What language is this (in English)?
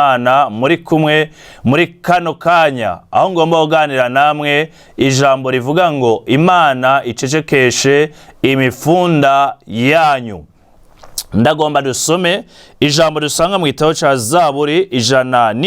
Rundi